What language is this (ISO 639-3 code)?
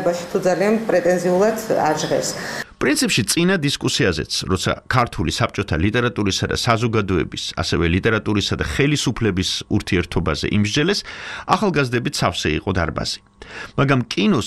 kat